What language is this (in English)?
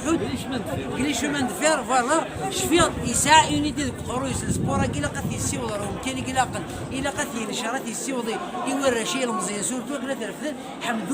Kabyle